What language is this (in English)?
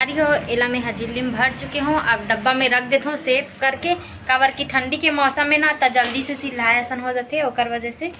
Chhattisgarhi